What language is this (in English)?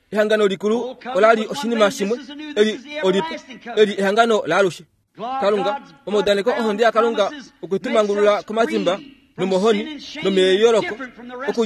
Kuanyama